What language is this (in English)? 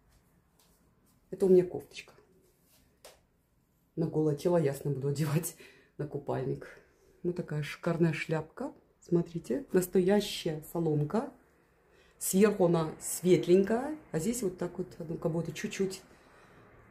Russian